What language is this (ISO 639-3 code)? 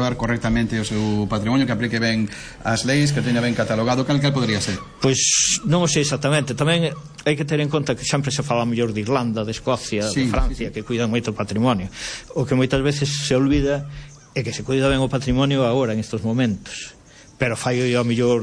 glg